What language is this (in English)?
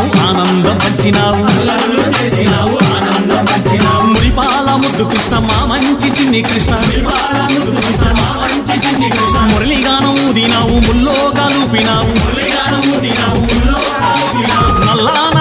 Telugu